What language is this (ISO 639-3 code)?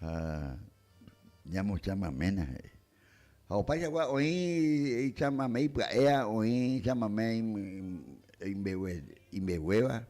grn